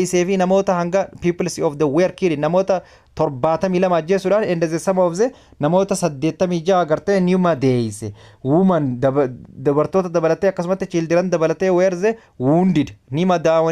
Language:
Oromo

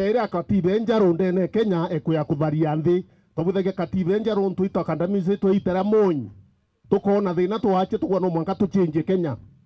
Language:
Meru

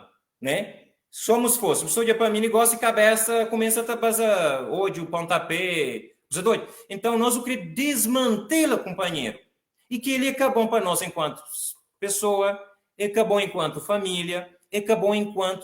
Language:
Kabuverdianu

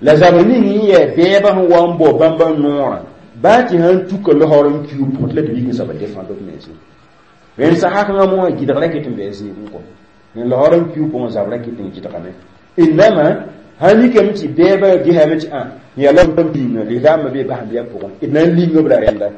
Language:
Mossi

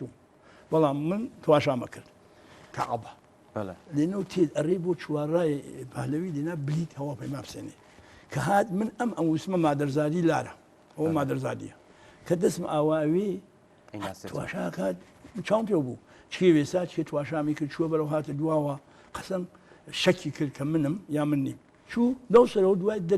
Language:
Central Kurdish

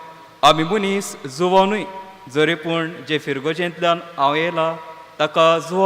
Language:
Konkani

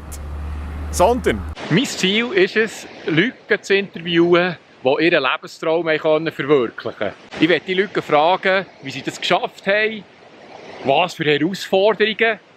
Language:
Swiss German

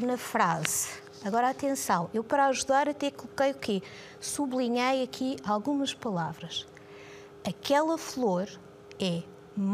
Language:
Portuguese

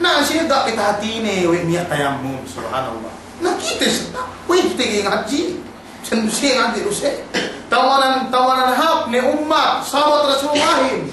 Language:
Yakan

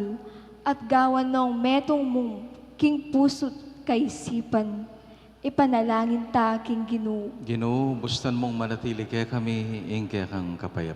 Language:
Pampanga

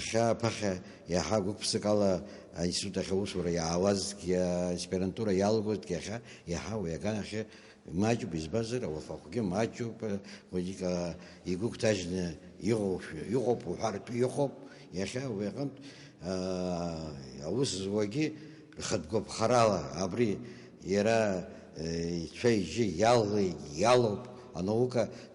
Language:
Abkhazian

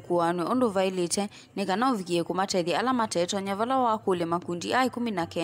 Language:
Kamba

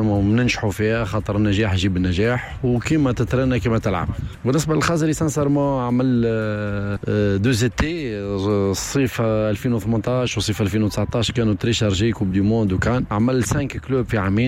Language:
Tunisian Arabic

